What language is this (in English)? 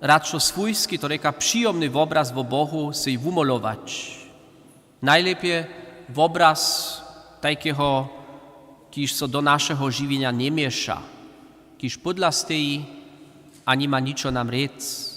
Upper Sorbian